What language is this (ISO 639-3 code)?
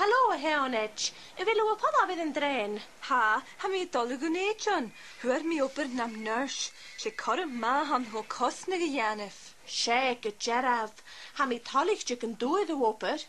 gla